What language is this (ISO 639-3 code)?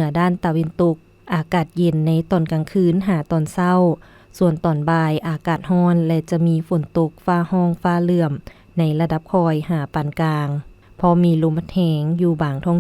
lao